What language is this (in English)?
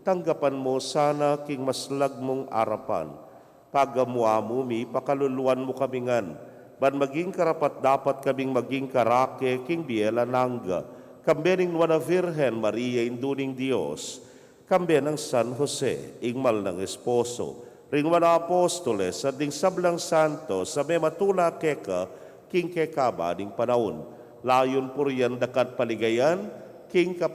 Pampanga